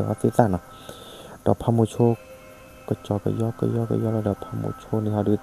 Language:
S'gaw Karen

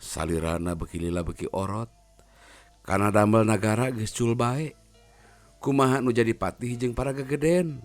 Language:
Sundanese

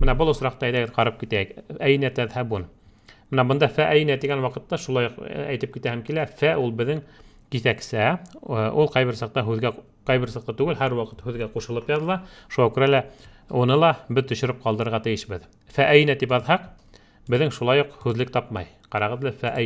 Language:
Bashkir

